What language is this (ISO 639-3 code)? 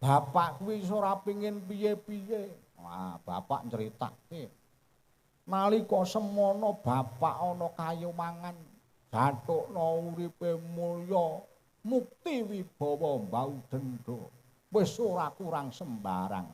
jav